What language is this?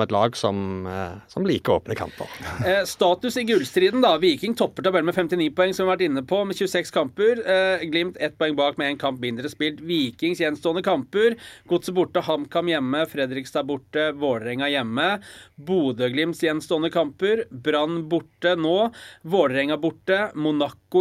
Norwegian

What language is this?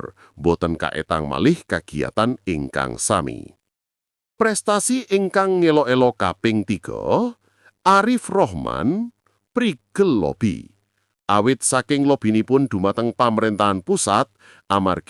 Javanese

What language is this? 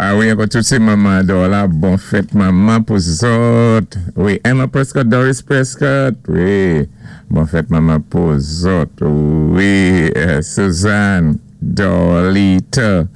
Saint Lucian Creole French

